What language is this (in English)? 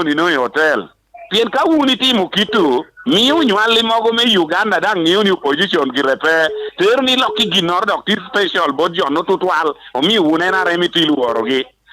Lango (Uganda)